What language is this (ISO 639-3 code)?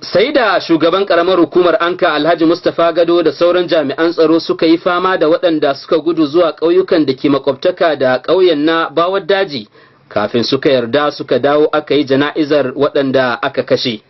hau